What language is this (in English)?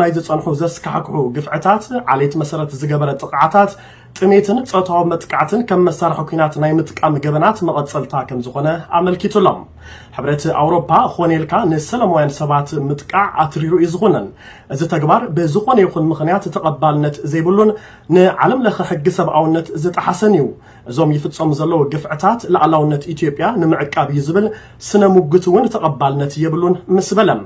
Tigrinya